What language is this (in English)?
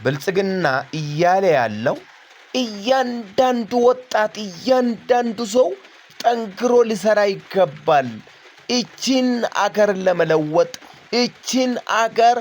Amharic